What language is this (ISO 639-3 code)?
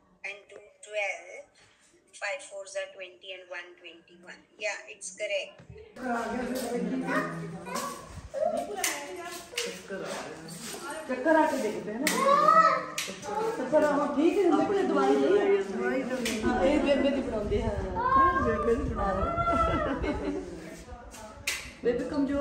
hin